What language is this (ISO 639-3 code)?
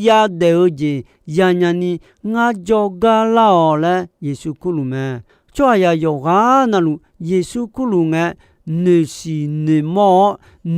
ahk